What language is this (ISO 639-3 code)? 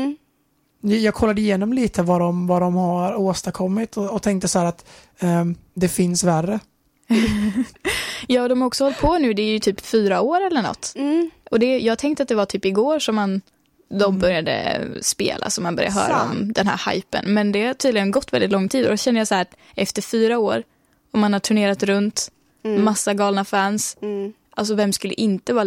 swe